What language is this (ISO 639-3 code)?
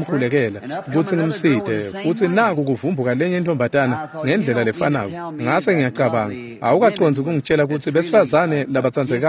ssw